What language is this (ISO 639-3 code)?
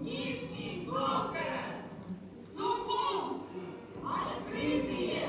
abk